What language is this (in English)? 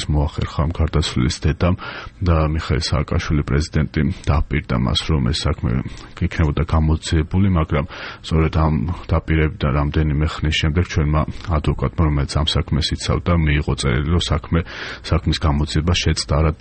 Georgian